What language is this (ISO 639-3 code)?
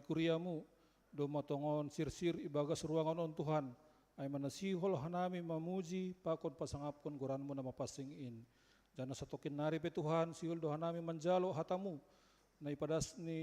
bts